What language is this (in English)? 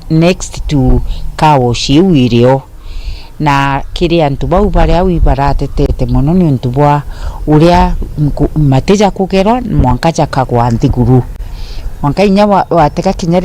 Meru